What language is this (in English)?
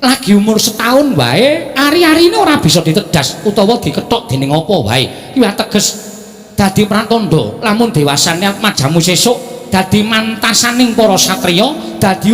Javanese